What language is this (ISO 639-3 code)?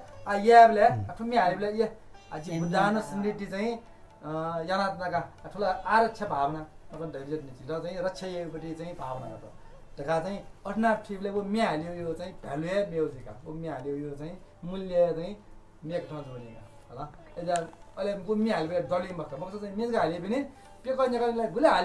new